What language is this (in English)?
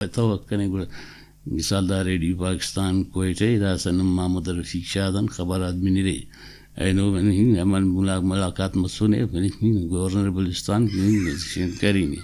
Brahui